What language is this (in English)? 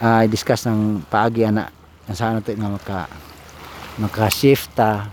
Cebuano